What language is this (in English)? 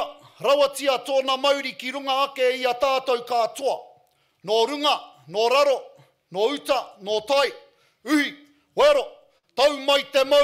Māori